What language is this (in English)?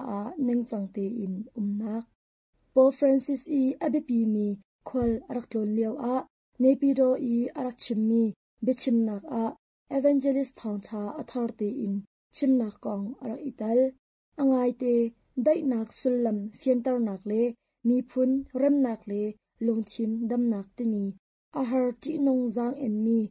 Hakha Chin